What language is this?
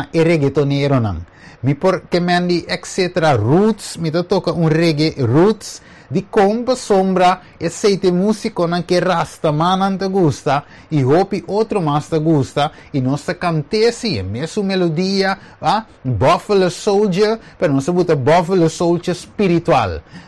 Papiamento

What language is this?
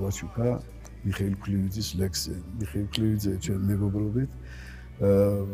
Georgian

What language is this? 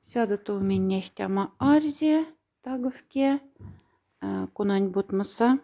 Moksha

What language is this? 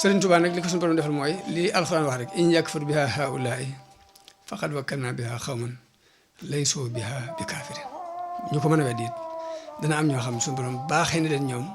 Wolof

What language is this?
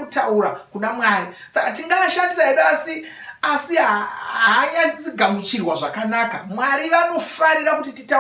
Shona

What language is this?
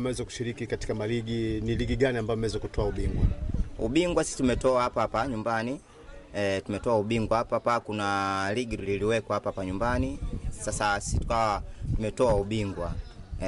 Swahili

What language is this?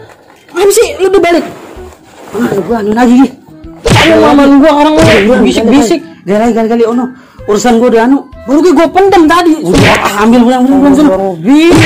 Betawi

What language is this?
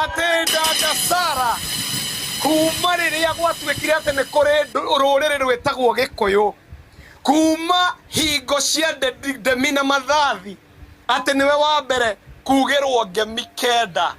Kikuyu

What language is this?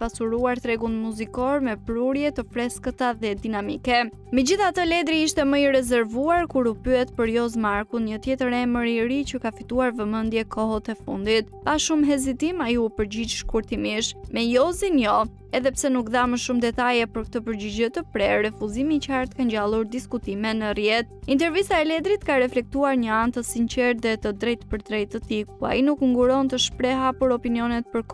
Albanian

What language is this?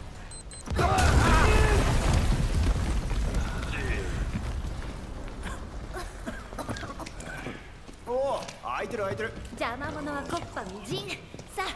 Japanese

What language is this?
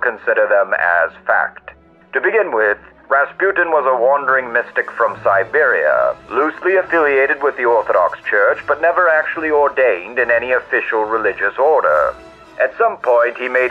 English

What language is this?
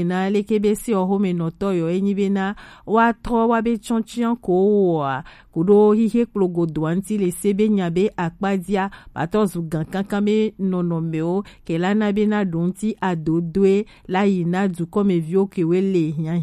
Gen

